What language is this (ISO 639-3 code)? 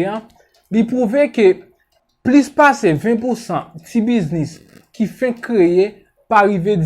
hat